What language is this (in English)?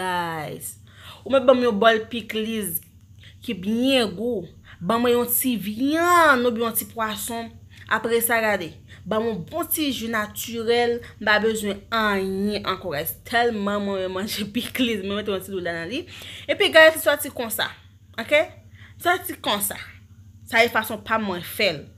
Haitian Creole